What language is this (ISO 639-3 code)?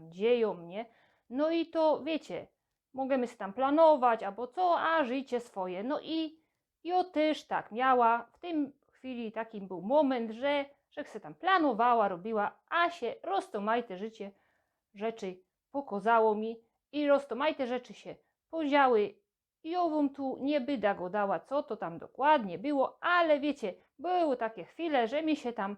szl